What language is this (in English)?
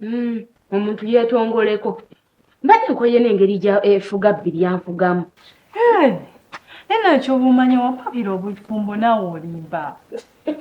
Ganda